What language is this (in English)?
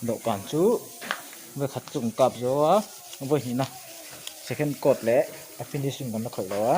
Mizo